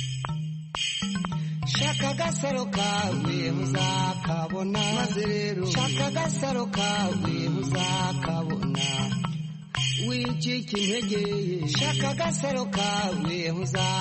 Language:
Kinyarwanda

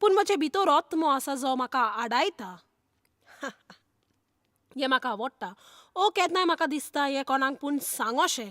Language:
Konkani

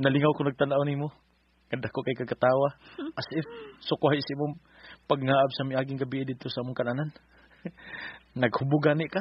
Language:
Cebuano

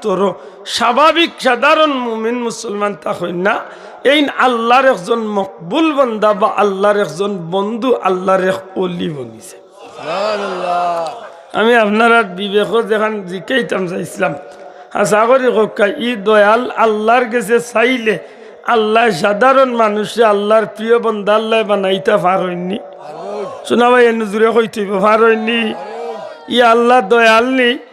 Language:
Sylheti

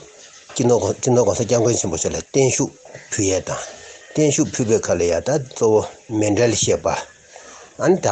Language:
Tibetan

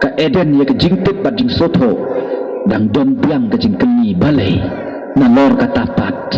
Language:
Khasi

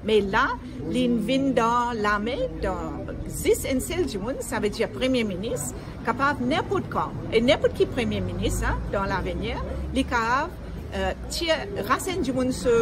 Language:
Morisyen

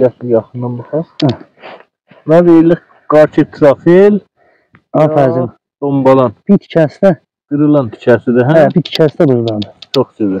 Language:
South Azerbaijani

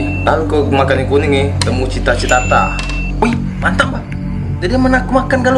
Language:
Musi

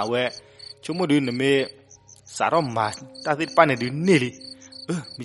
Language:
S'gaw Karen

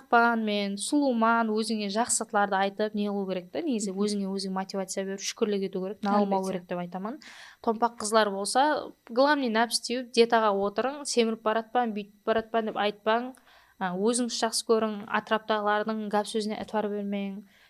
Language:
Kara-Kalpak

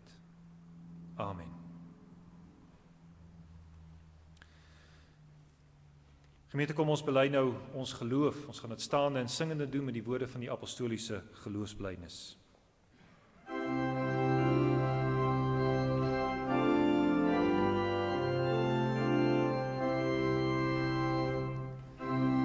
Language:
Afrikaans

